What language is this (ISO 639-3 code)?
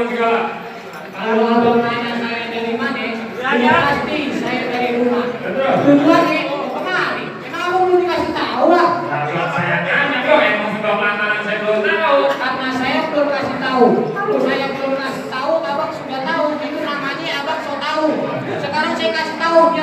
bew